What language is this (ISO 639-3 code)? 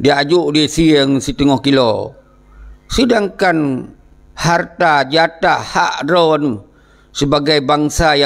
ace